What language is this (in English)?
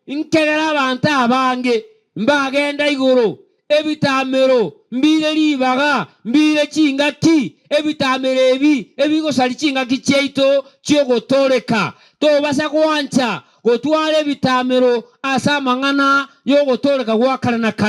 Gusii